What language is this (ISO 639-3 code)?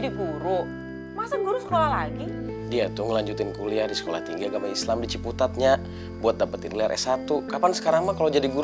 bew